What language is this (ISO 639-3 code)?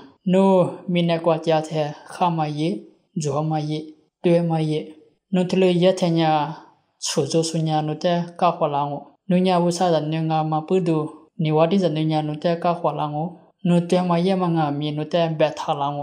lis